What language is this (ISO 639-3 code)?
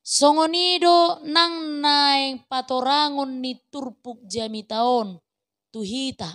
bbc